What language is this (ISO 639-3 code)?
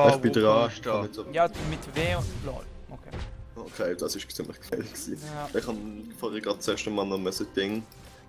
gsw